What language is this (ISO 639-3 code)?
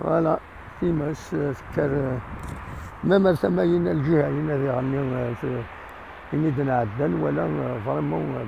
kab